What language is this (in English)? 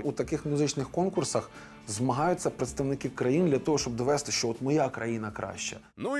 Ukrainian